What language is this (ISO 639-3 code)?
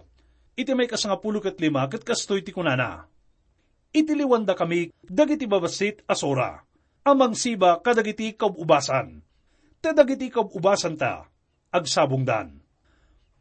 ilo